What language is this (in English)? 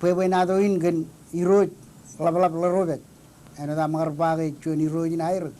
Marshallese